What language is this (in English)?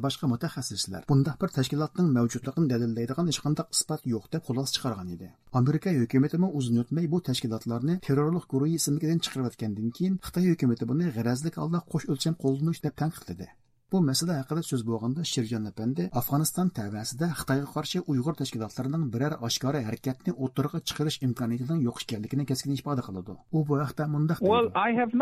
Uyghur